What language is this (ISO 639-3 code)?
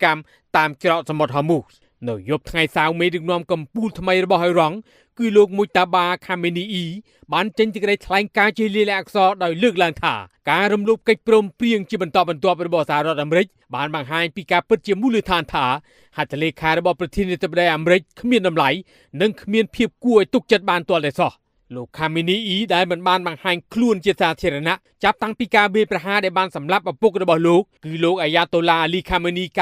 khm